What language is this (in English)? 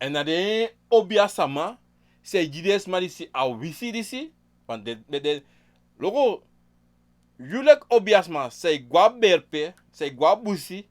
Sranan Tongo